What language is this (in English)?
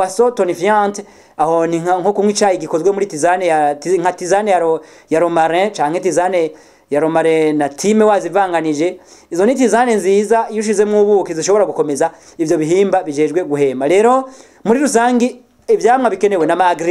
Rundi